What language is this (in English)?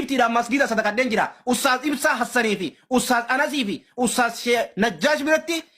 Oromo